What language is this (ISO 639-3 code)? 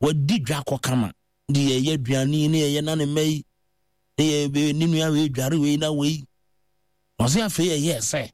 aka